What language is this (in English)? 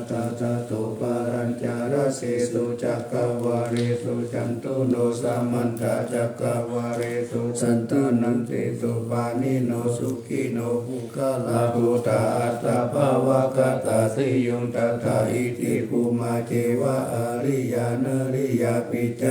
Pali